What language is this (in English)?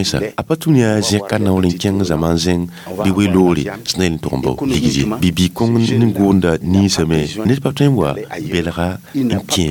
Mossi